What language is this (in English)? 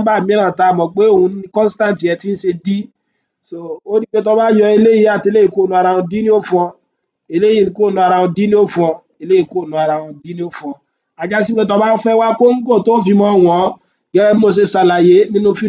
Yoruba